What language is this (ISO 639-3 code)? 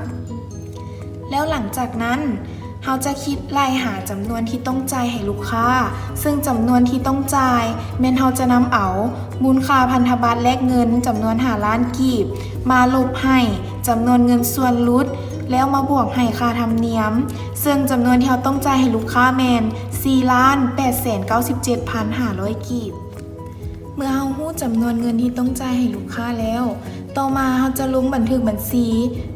lao